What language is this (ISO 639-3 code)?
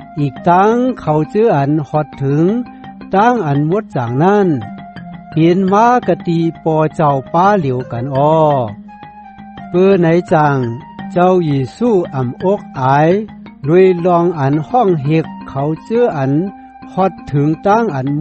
shn